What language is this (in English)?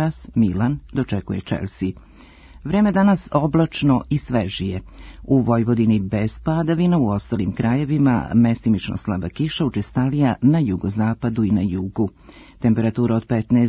Serbian